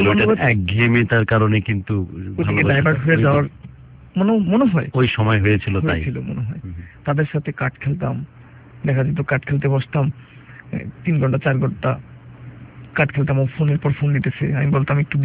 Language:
Bangla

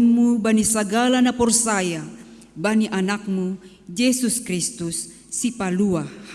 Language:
Batak Simalungun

